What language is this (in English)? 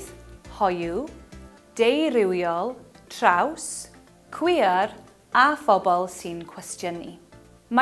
Welsh